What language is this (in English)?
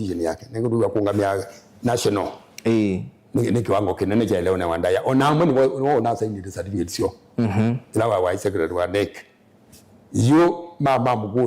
Kamba